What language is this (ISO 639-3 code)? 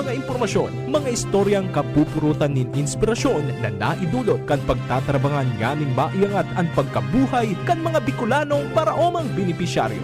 bik